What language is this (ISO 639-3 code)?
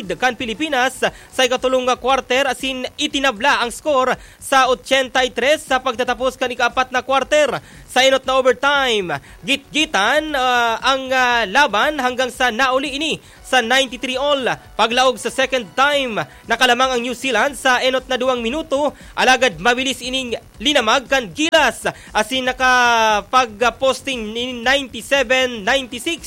bik